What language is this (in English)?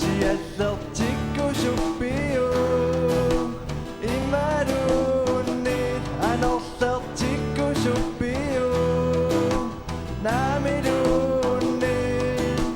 Kalaallisut